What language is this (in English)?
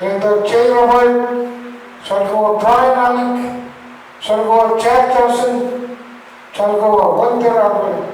Pohnpeian